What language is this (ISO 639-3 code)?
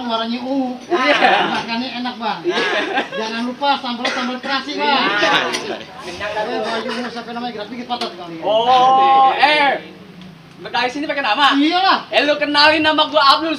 bew